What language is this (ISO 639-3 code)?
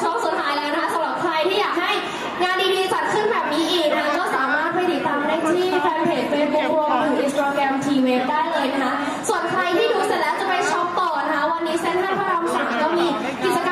tha